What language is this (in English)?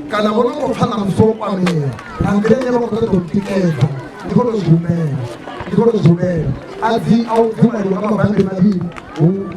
Venda